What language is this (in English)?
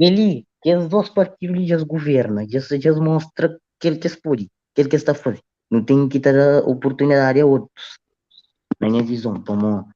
Kabuverdianu